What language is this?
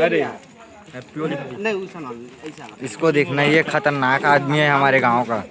Chhattisgarhi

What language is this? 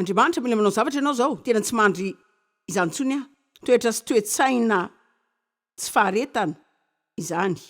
Malagasy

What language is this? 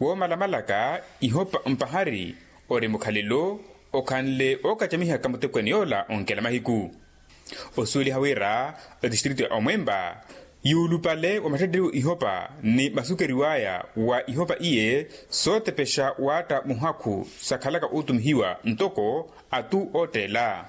Makhuwa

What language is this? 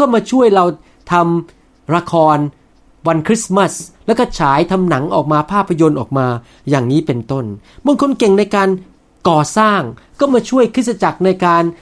Thai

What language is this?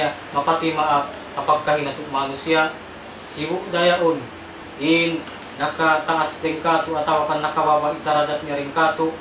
Tausug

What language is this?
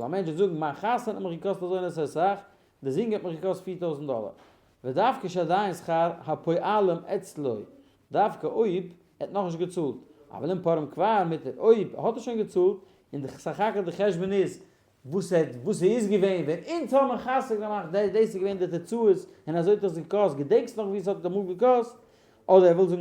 Yiddish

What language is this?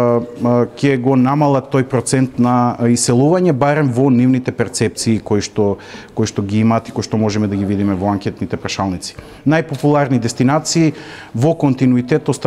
Macedonian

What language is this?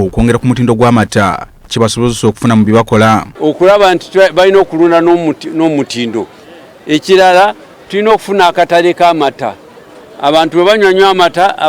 Ganda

